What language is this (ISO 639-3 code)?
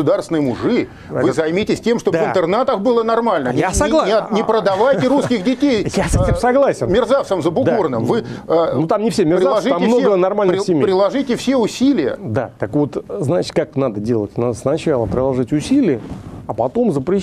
rus